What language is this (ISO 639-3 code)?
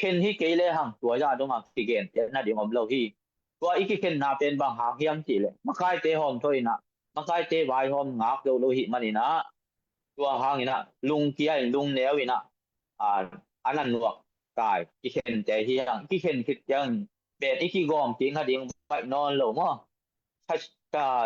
ctd